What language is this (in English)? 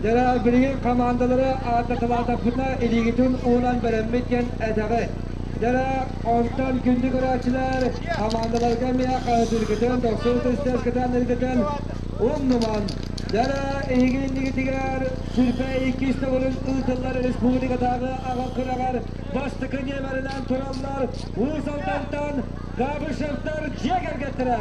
Yakut